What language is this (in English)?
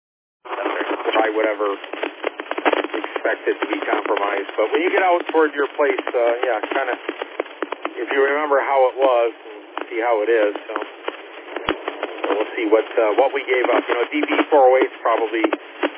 English